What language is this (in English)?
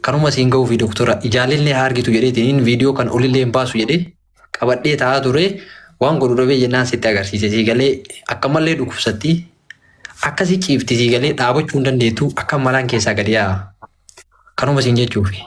Oromo